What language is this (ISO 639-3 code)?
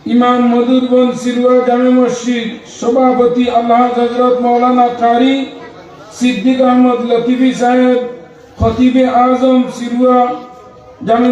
syl